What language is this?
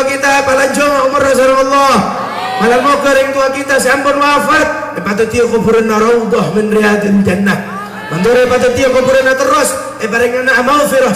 Madurese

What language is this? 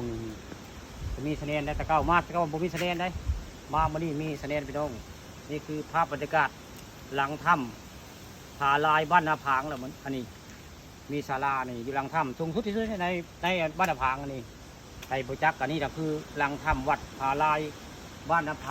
Northeastern Thai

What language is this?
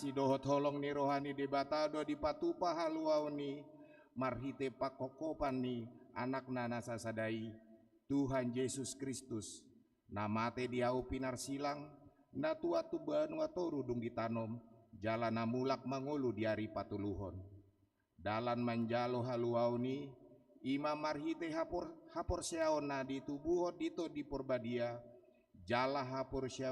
Batak Toba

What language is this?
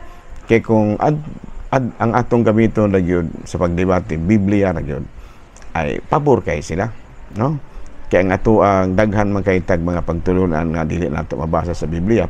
Cebuano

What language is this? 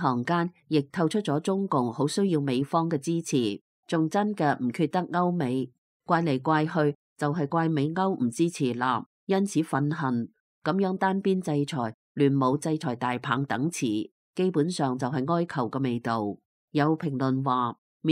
Cantonese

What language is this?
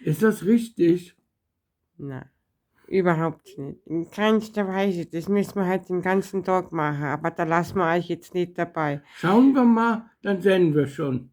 Bavarian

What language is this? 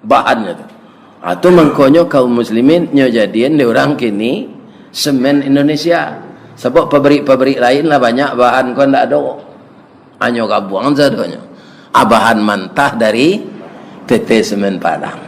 Minangkabau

